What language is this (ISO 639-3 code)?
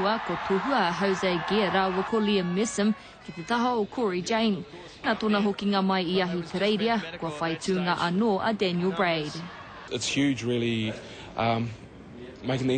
mri